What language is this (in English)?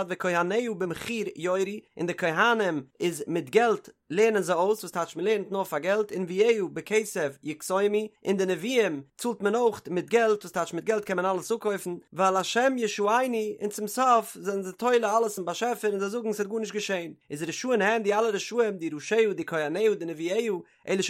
Yiddish